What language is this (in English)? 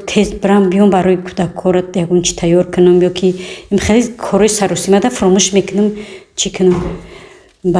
Tajik